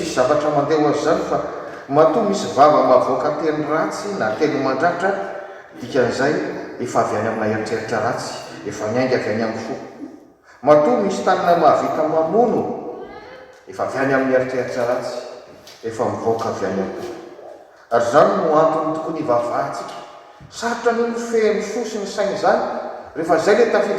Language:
Malagasy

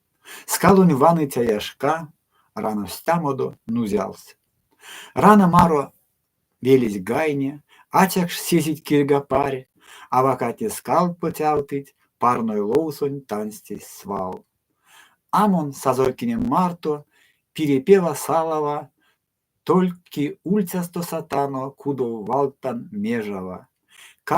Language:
Erzya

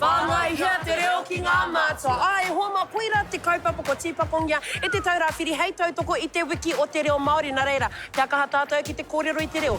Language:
Māori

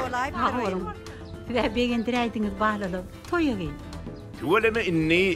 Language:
Turkmen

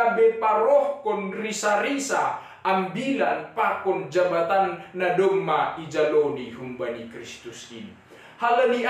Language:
Batak Simalungun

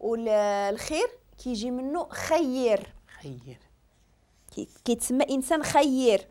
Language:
Moroccan Arabic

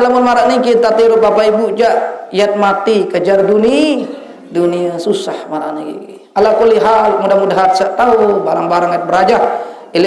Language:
Sasak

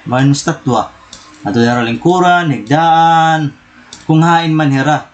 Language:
Waray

